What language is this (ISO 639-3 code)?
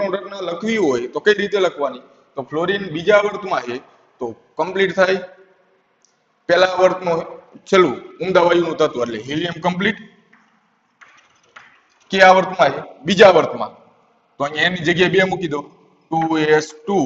guj